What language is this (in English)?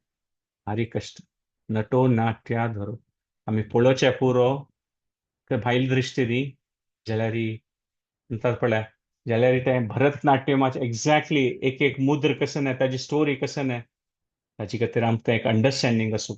Konkani